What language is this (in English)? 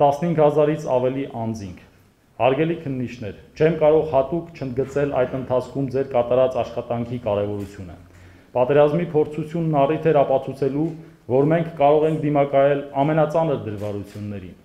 Armenian